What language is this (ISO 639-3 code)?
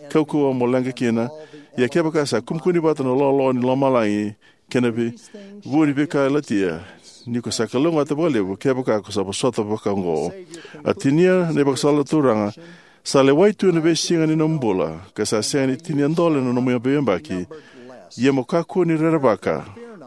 fij